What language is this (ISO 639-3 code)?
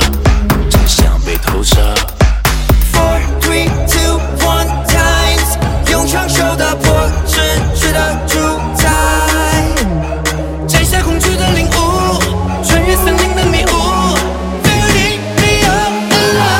zho